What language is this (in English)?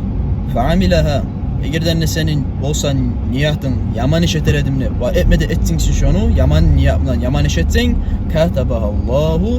Kumyk